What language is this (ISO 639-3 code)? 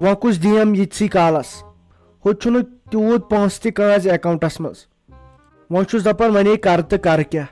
kas